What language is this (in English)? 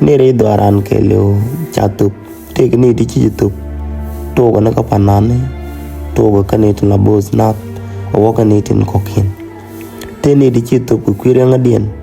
Nuer